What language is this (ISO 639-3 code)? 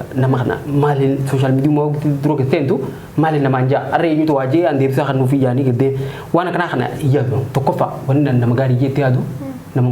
orm